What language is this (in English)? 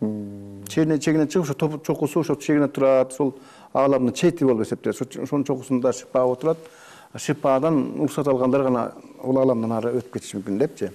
Kyrgyz